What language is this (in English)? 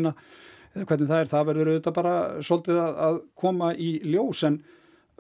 Icelandic